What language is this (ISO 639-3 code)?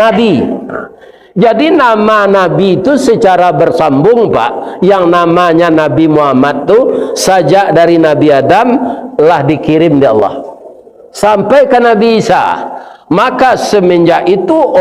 min